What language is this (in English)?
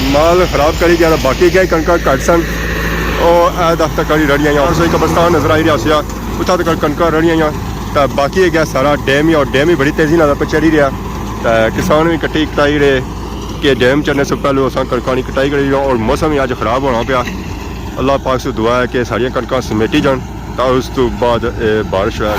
Pahari-Potwari